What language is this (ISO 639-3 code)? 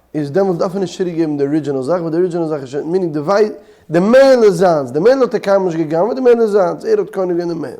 yid